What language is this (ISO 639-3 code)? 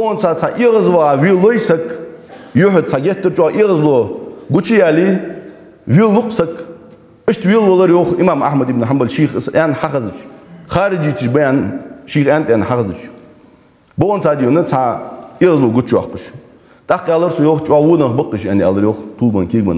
inh